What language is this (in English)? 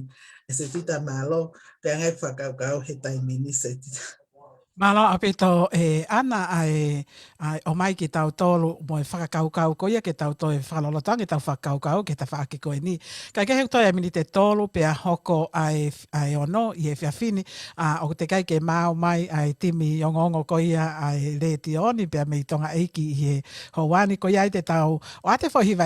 Tongan